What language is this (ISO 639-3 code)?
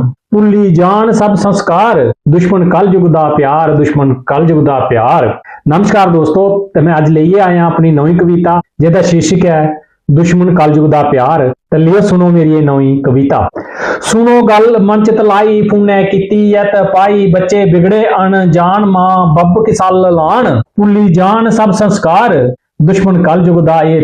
doi